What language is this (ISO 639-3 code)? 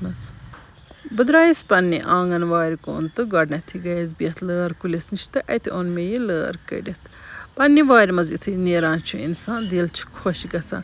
kas